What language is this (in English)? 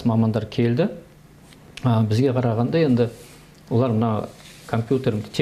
Kazakh